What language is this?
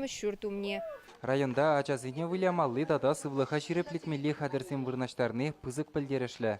Chuvash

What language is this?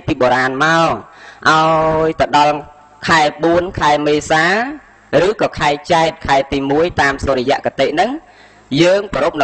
Khmer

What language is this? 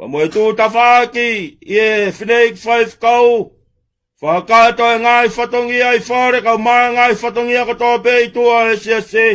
Tongan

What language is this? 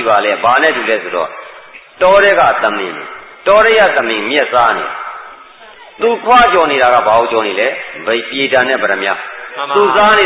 Burmese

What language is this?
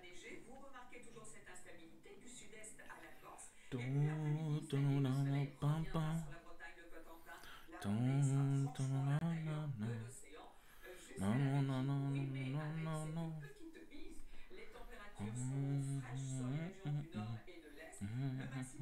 French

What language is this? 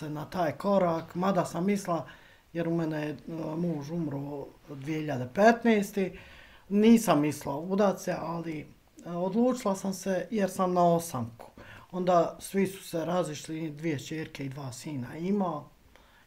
Bosnian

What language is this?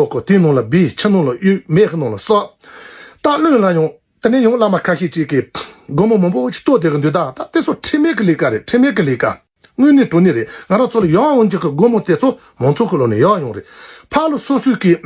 Tibetan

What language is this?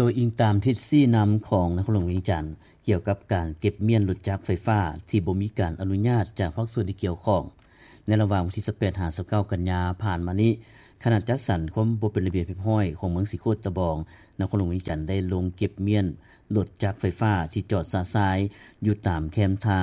Lao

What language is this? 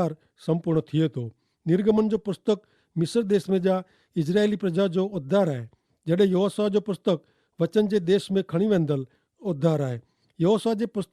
Kachhi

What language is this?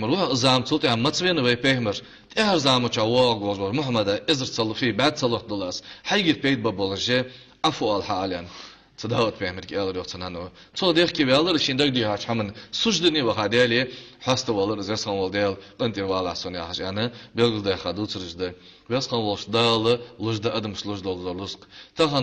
Ingush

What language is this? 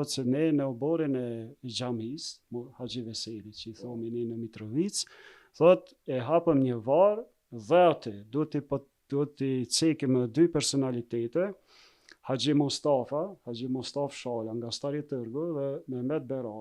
Albanian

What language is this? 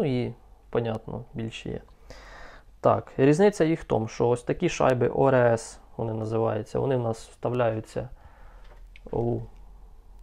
Ukrainian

